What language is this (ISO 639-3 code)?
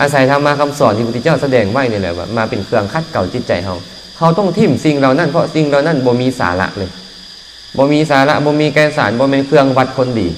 lao